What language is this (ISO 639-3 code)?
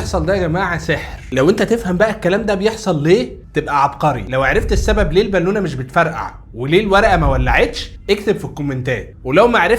arz